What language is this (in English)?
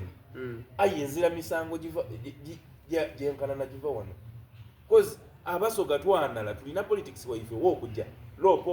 Soga